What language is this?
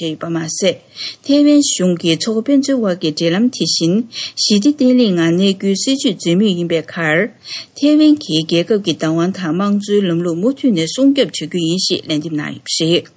Tibetan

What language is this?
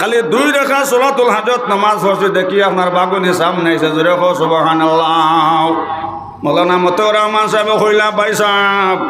Sylheti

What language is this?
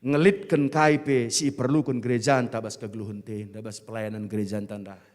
Batak Karo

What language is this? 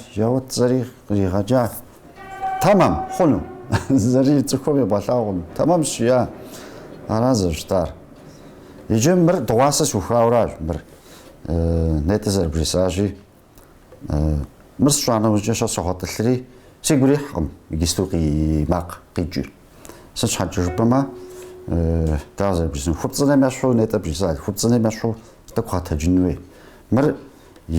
Kabardian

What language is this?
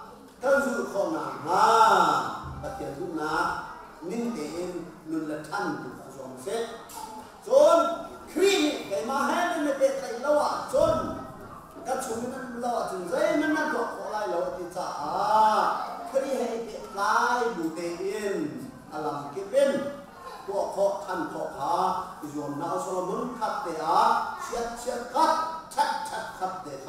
Hakha Chin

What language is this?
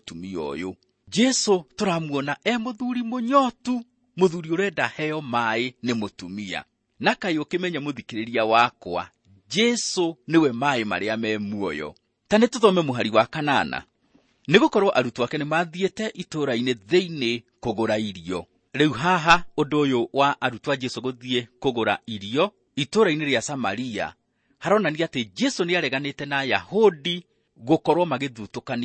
Kikuyu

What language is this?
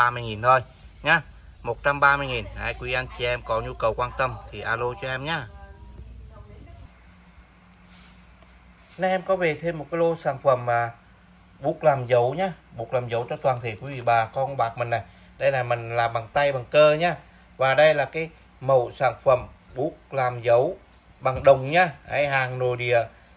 Vietnamese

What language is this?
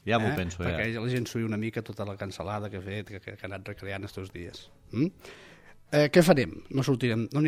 Catalan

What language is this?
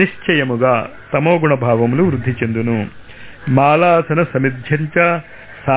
Telugu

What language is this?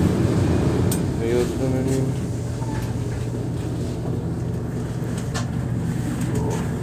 Finnish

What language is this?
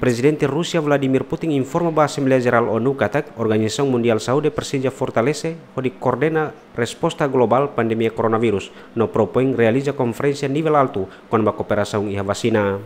Tetum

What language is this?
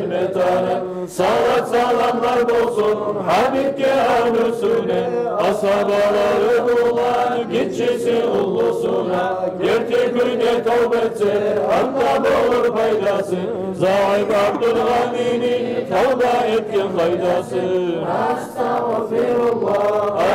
Kumyk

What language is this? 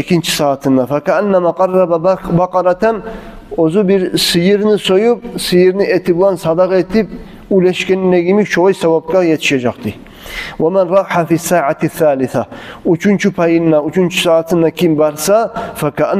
Kumyk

